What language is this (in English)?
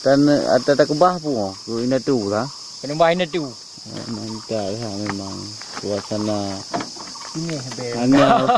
Achinese